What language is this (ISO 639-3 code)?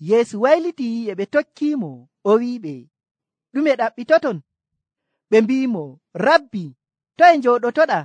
fuv